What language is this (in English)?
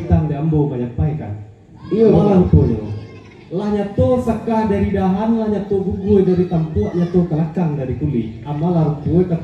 Minangkabau